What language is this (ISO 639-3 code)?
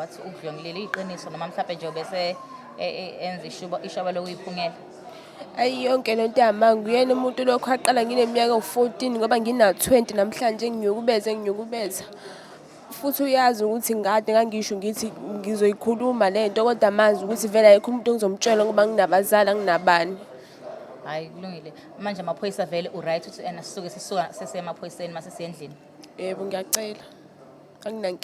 zul